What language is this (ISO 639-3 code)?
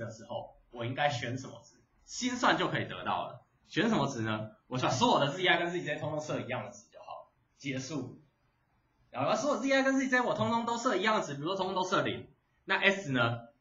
zho